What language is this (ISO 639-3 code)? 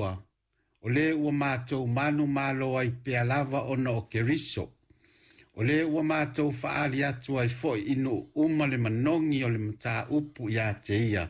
smo